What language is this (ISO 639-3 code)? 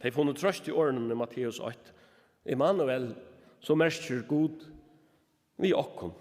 fao